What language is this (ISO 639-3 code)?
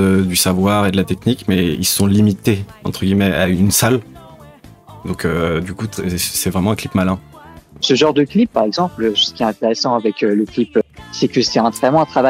fra